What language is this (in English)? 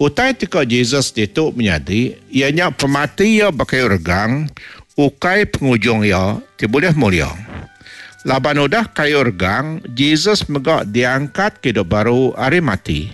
Iban